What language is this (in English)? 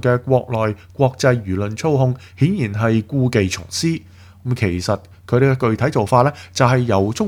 Cantonese